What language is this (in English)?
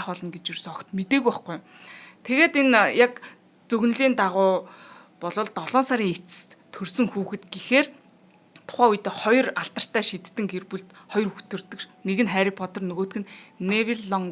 Mongolian